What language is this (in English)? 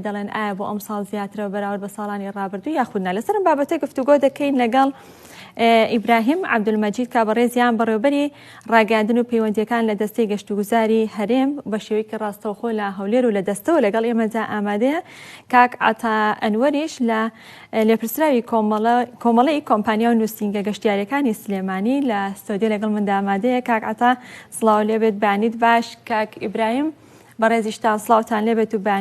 Central Kurdish